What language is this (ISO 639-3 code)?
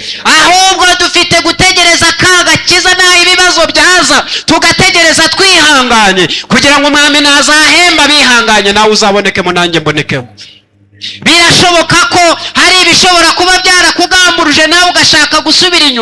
kin